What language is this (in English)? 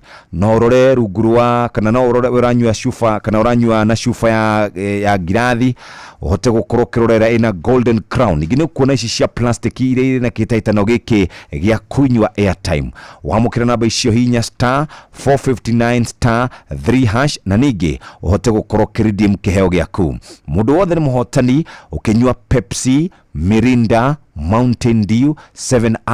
Kikuyu